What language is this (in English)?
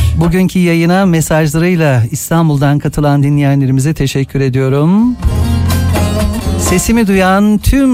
Turkish